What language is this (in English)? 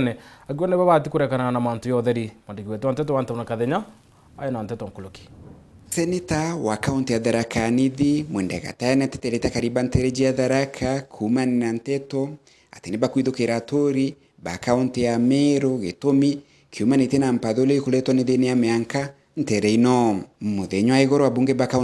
Meru